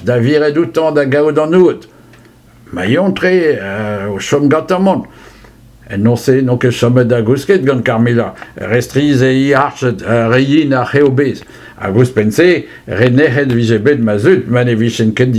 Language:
Breton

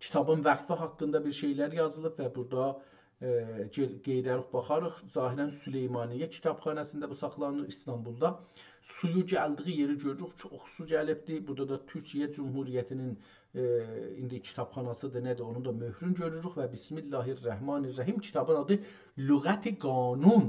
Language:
South Azerbaijani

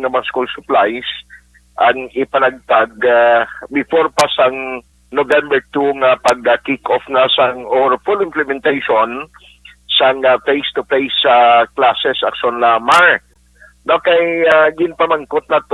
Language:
Hiligaynon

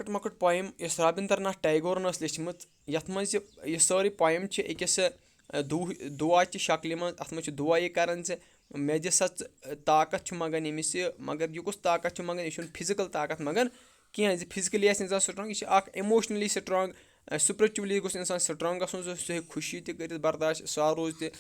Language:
Kashmiri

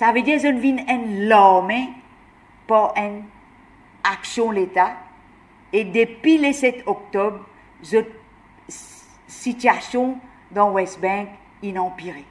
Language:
Morisyen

